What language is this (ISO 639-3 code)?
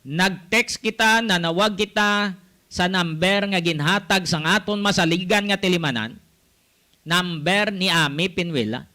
hil